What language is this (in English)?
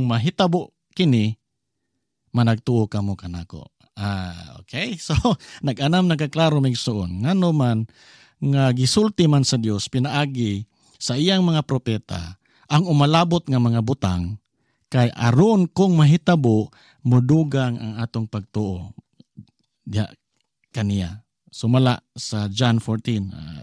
Cebuano